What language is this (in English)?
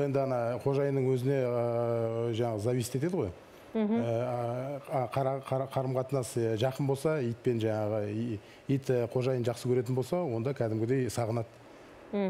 Kazakh